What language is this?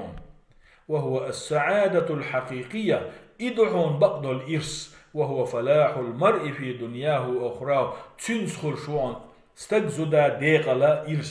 Chechen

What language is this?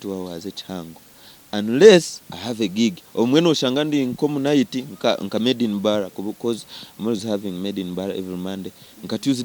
Nyankole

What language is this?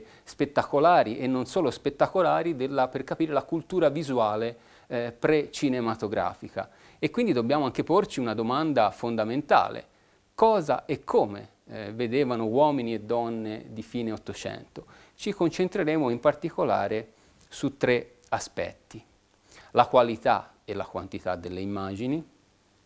Italian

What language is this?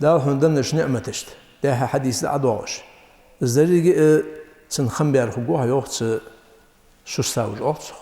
Ingush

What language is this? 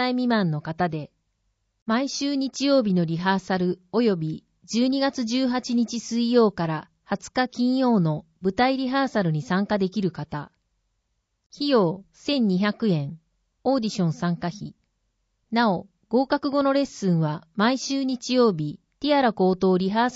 Japanese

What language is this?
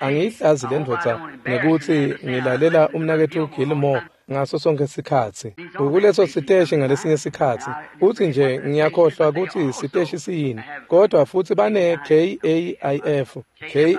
Swati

